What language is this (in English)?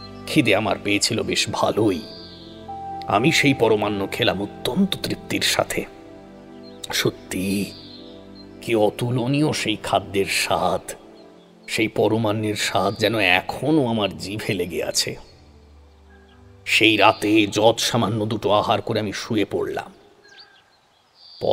Bangla